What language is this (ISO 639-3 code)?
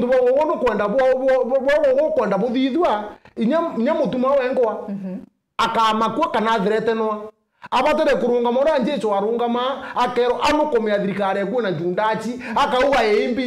mer